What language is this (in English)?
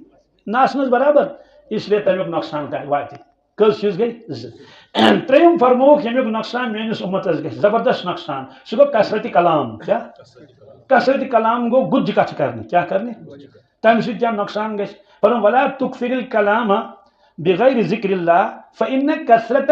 Kashmiri